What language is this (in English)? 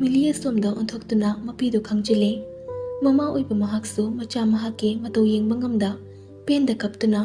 Manipuri